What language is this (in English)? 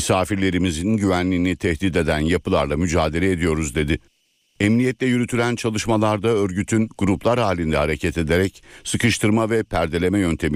Turkish